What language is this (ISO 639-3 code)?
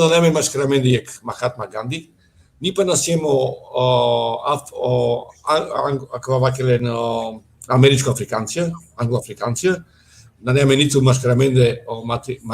rmn